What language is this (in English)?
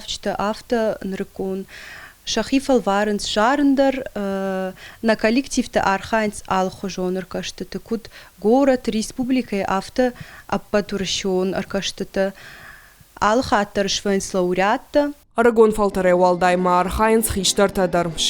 Ossetic